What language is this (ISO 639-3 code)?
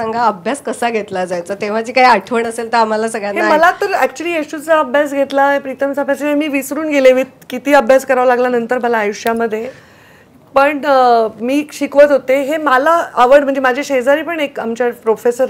mar